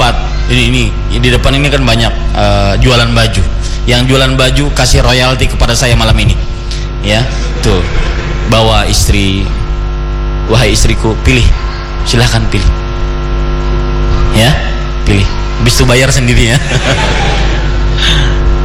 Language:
Indonesian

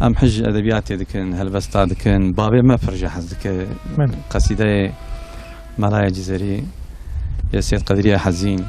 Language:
Kurdish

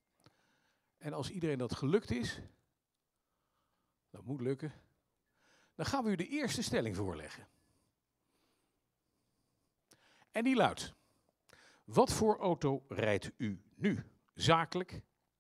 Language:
Dutch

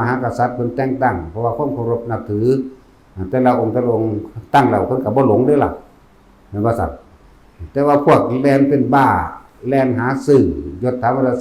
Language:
Northeastern Thai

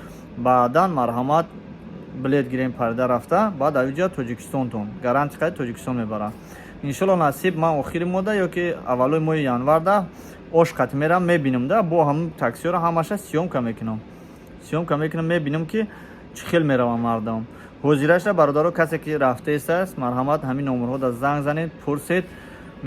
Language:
Tajik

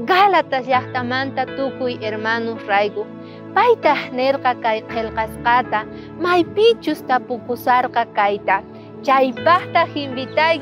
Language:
South Bolivian Quechua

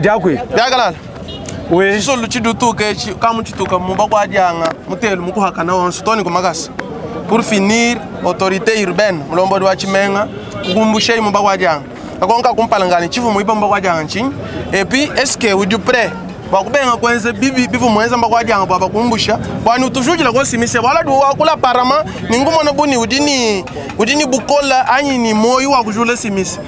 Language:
Luba-Lulua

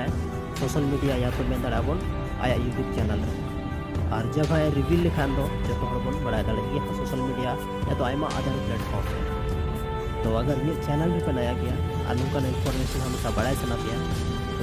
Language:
Santali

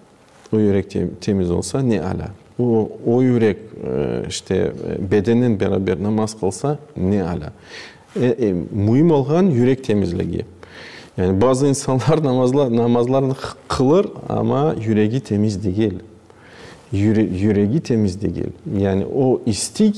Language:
Crimean Tatar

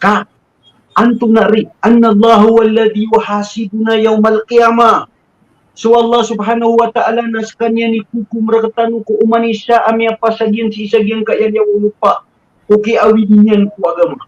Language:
Maranao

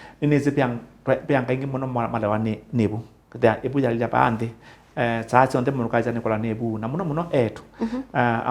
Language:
Kamba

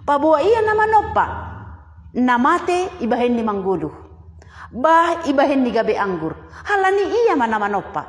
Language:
Batak Simalungun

